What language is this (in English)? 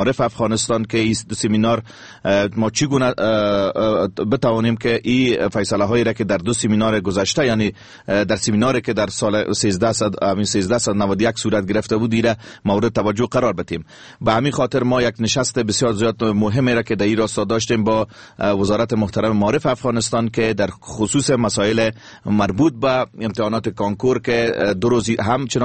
Persian